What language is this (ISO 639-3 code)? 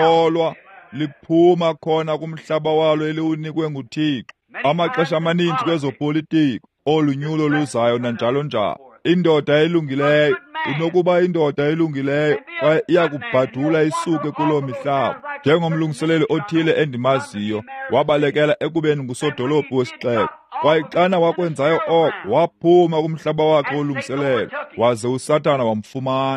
xho